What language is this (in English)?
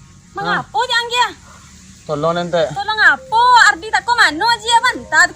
Minangkabau